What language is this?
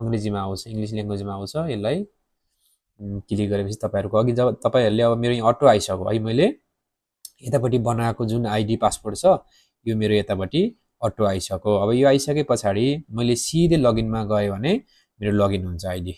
Nepali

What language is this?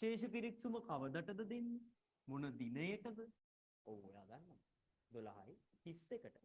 Sinhala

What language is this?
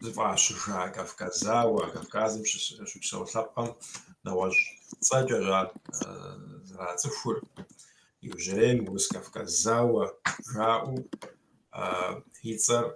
Kabardian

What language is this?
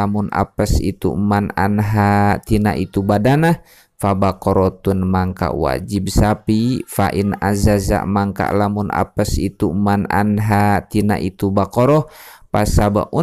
Sundanese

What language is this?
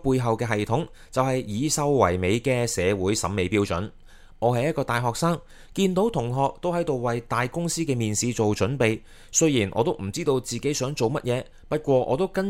Cantonese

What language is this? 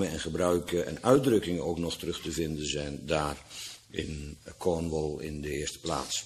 Dutch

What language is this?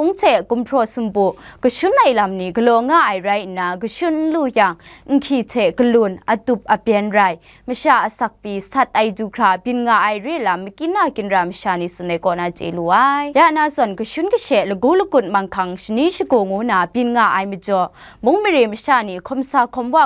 Kachin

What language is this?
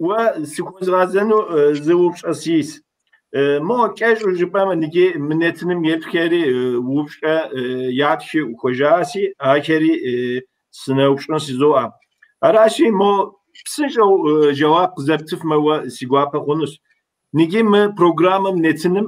Kabardian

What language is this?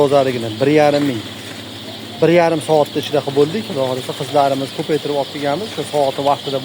Uzbek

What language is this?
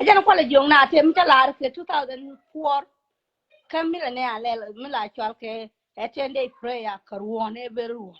Nuer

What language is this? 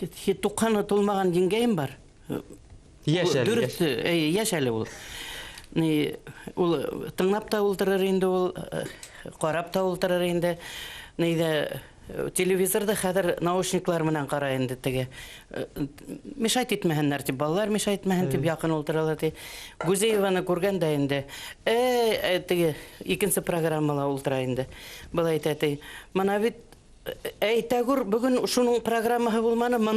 Bashkir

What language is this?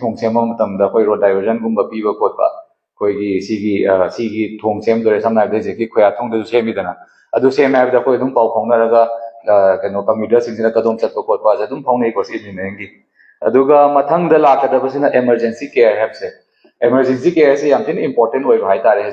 Manipuri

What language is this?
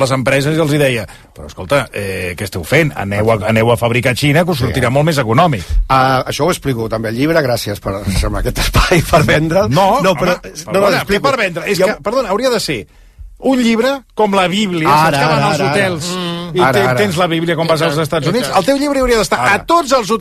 Catalan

